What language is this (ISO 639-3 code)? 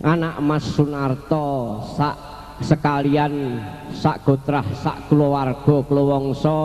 jav